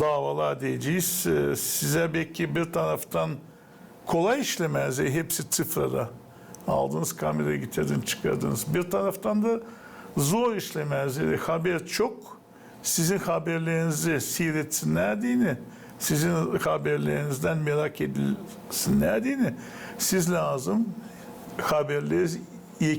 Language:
Gagauz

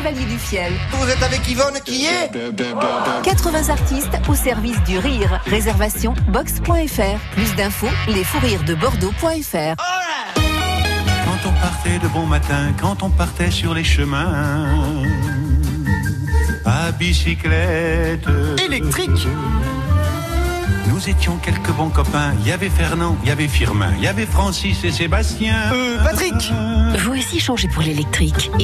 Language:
French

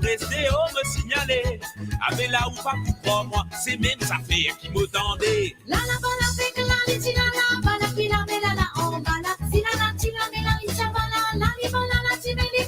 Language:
Morisyen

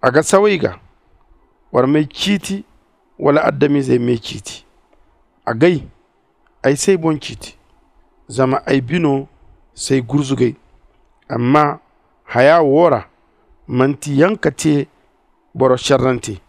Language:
Zarma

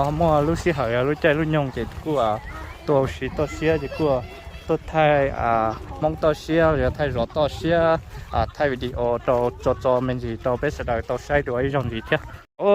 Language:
Hmong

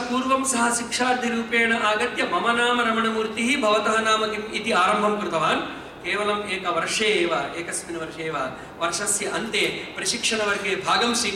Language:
Sanskrit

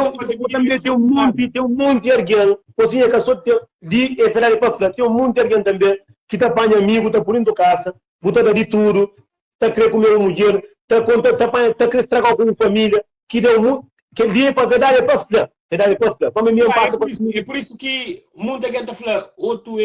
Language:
Kabuverdianu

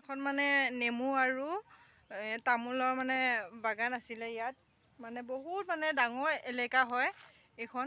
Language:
Assamese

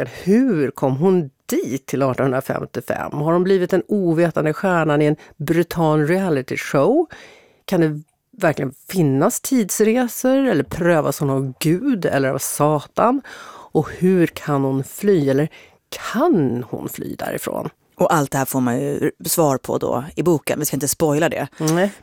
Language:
Swedish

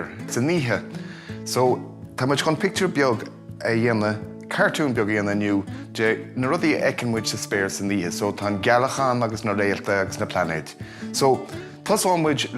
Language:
Irish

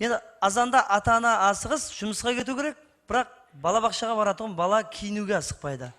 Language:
Kara-Kalpak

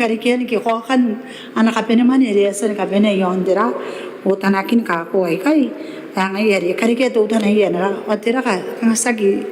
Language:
Gilbertese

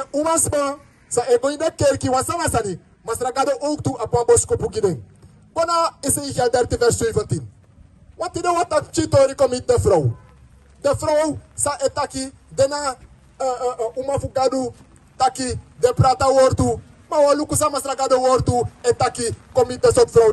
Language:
Sranan Tongo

